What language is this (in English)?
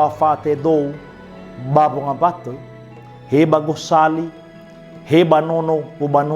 Nias